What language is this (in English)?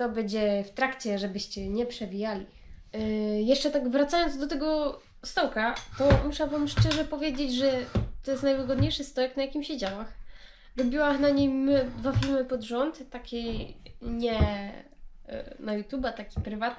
Silesian